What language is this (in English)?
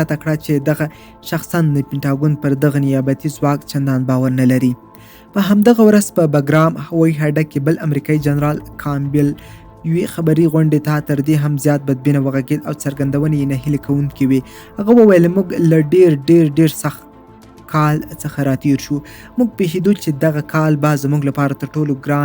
Pashto